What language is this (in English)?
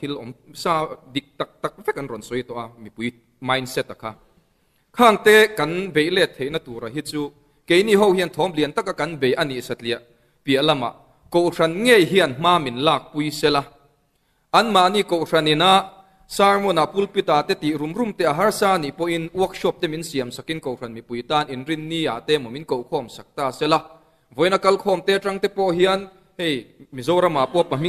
Mizo